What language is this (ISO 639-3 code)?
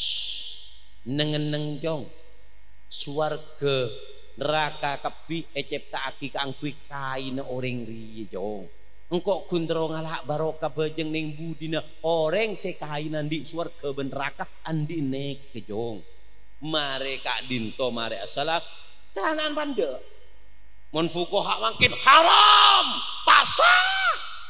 mad